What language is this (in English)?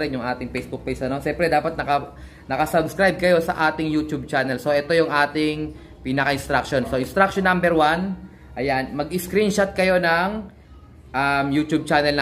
Filipino